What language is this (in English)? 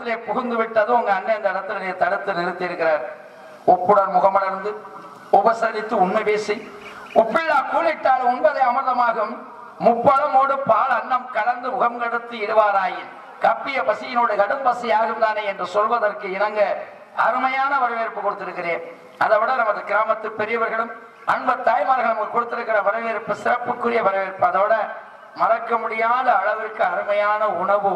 Tamil